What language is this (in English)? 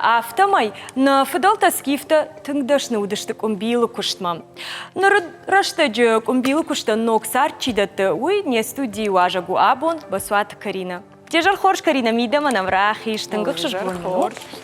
Ossetic